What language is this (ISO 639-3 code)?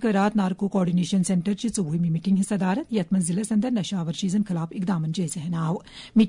kas